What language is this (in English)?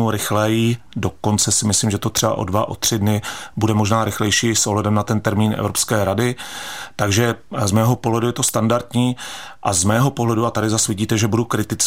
Czech